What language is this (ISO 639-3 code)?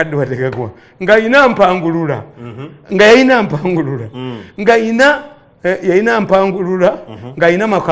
lug